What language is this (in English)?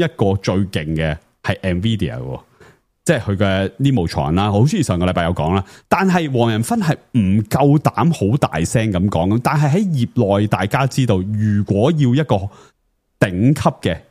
Cantonese